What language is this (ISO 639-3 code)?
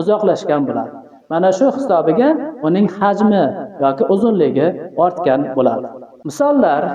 uzb